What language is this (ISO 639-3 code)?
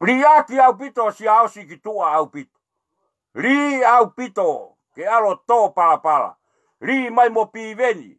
ton